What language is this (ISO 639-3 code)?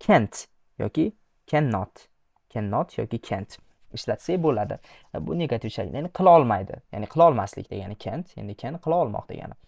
uzb